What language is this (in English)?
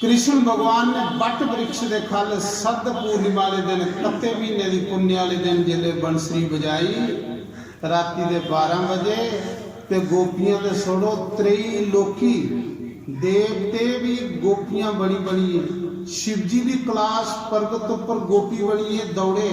Dogri